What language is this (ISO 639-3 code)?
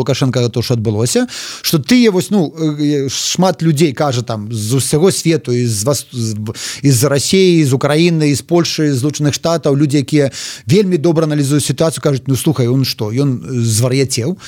bel